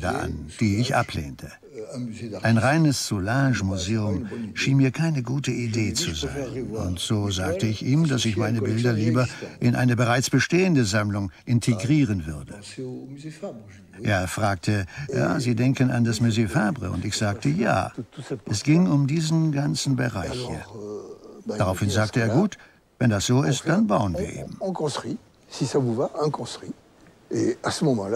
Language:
German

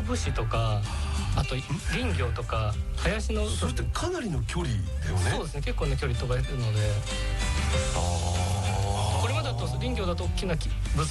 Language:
Japanese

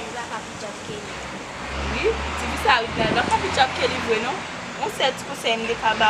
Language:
Haitian Creole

